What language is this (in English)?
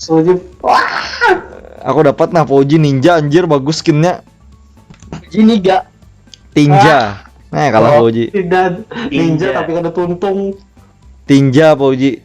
Banjar